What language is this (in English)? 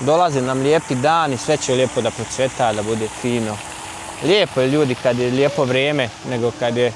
Bosnian